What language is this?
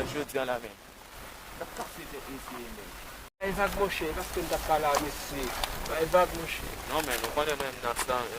Haitian Creole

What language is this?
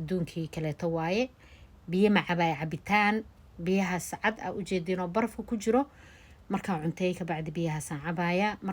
Somali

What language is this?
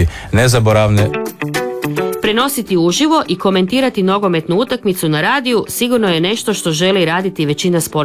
Croatian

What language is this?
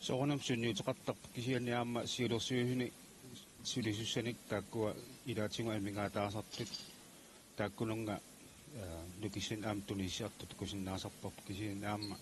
Kalaallisut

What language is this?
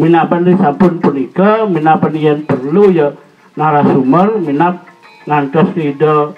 Balinese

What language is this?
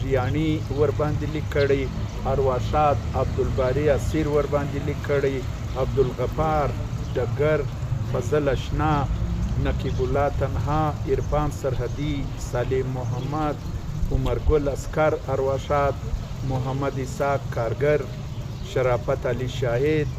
Pashto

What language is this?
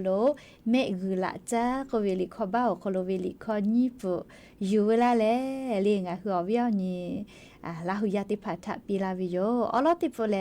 Lahu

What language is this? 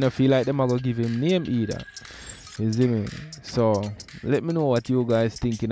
Jamaican Creole English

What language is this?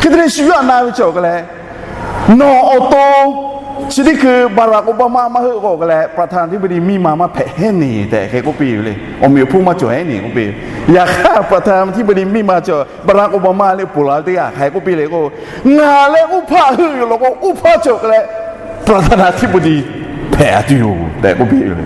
Lahu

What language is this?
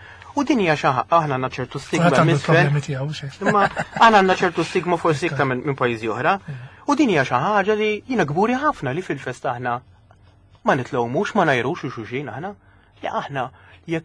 Maltese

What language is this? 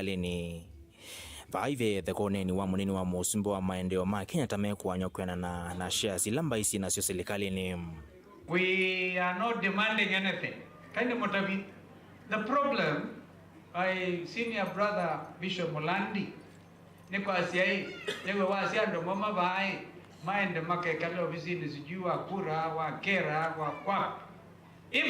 Kamba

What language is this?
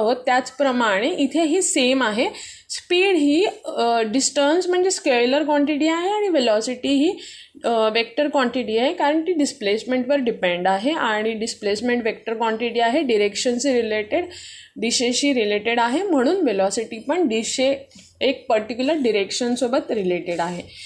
Marathi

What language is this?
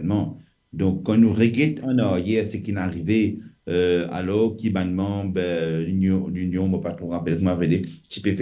Morisyen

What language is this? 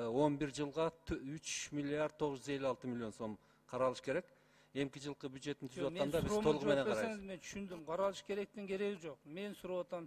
Kyrgyz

